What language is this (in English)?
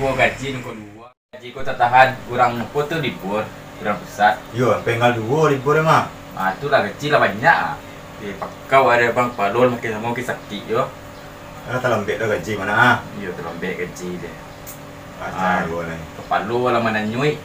Minangkabau